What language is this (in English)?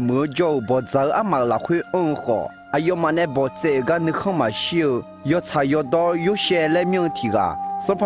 Akha